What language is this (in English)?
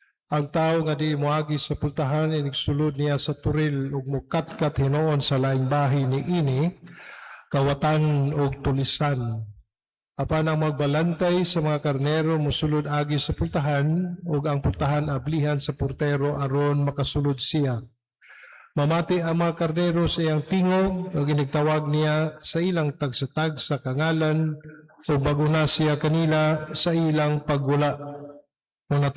Cebuano